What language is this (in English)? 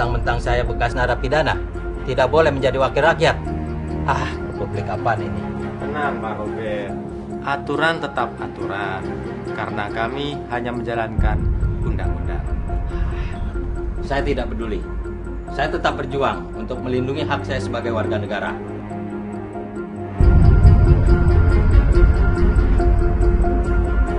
Indonesian